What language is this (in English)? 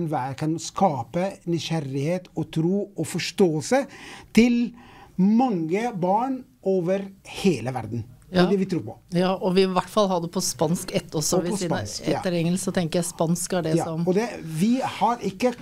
Norwegian